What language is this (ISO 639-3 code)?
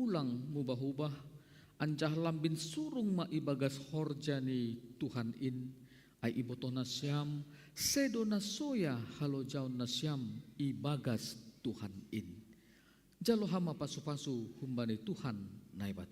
bts